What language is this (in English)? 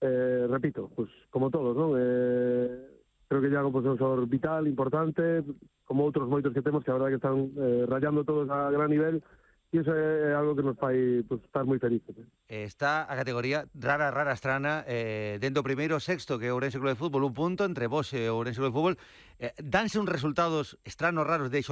Galician